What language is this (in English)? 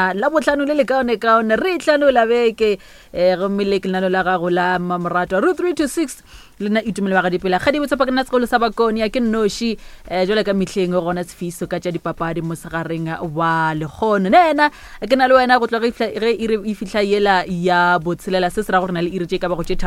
Northern Sotho